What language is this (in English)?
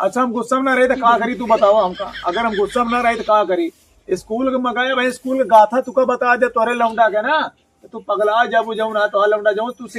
Awadhi